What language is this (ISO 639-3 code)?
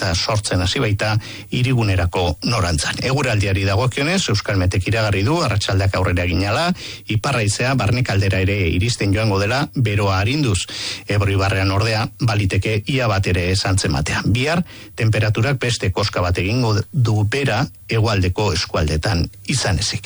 eus